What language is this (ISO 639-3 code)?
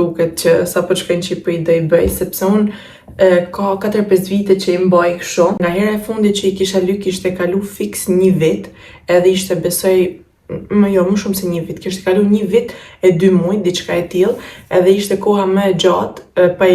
sqi